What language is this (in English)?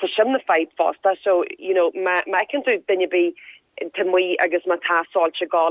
Irish